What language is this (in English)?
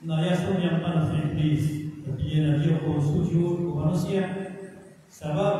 Maranao